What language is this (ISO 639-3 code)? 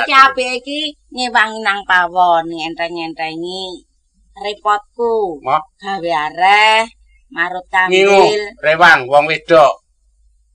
jav